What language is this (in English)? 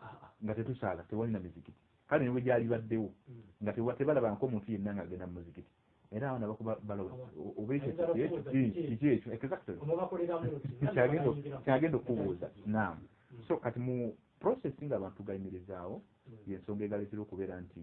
Ganda